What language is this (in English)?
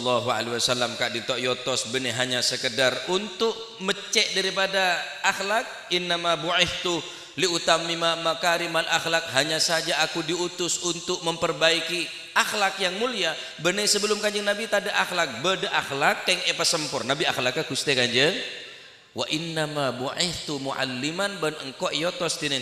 Madurese